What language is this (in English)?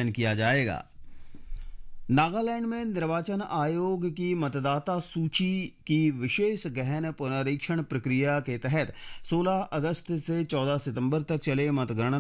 Hindi